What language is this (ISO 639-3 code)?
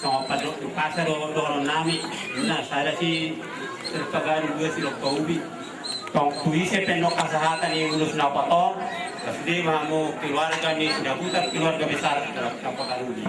bbc